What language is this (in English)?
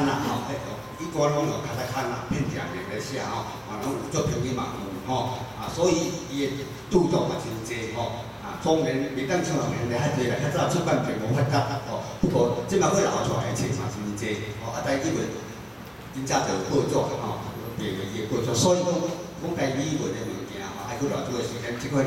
Min Nan Chinese